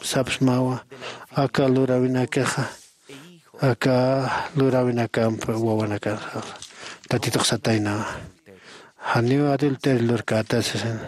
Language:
Aymara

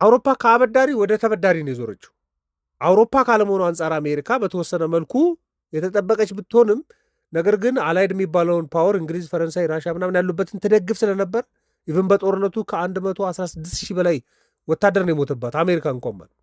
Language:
Amharic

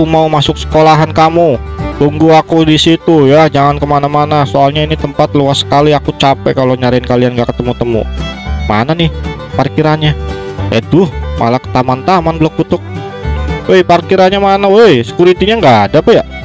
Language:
Indonesian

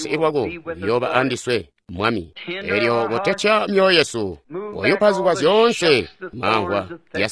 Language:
Tonga (Zambia)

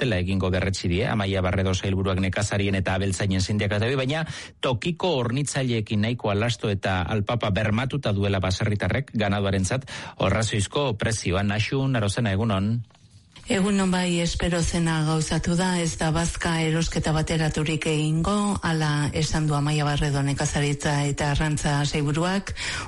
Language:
Basque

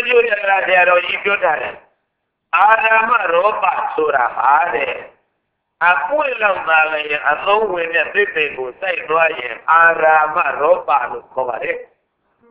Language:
Burmese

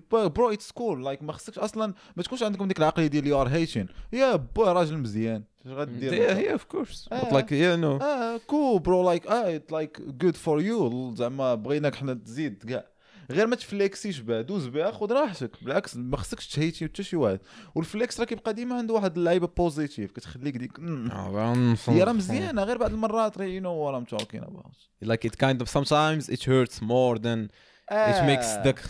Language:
Moroccan Arabic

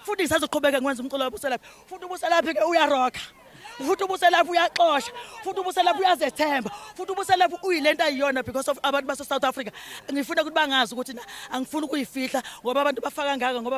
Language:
Zulu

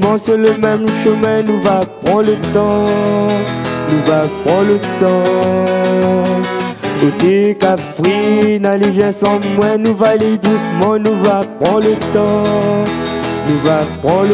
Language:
Réunion Creole French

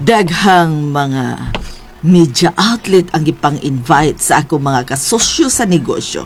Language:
Cebuano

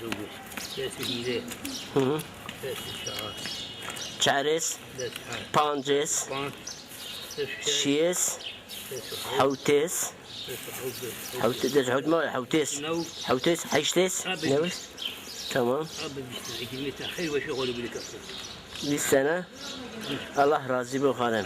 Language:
Zaza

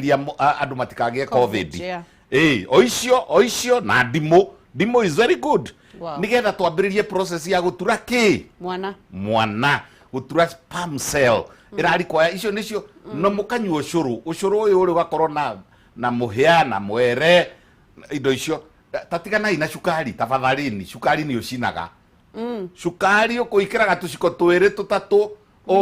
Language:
Kikuyu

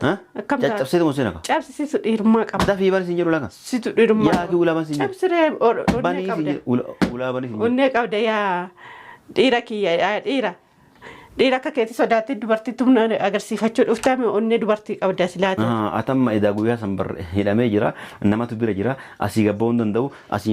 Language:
Oromo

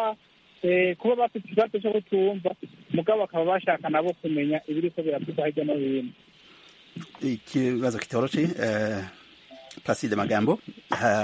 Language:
Kinyarwanda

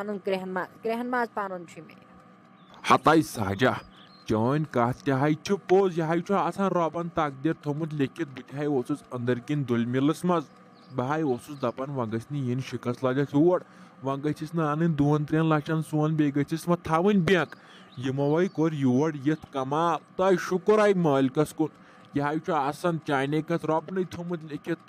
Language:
Kashmiri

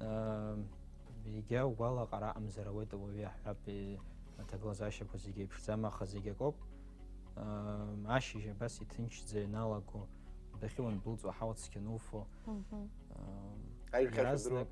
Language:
Abkhazian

